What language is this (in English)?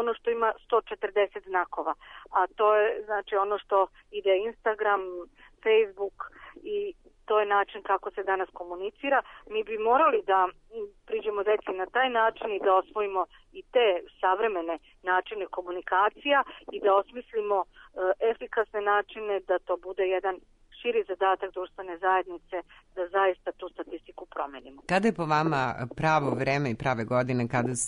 Serbian